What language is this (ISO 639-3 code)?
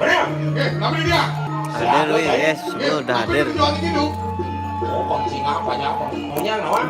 ban